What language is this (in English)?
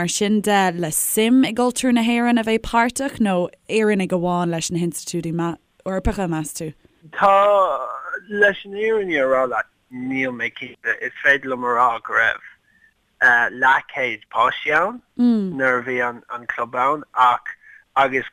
Irish